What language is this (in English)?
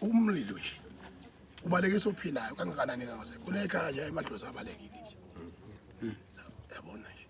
Zulu